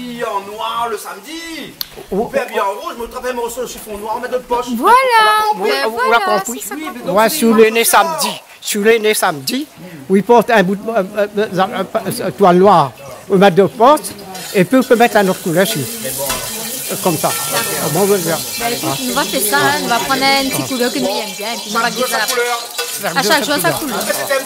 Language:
Réunion Creole French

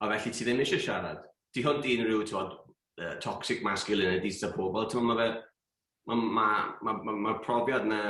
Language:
Welsh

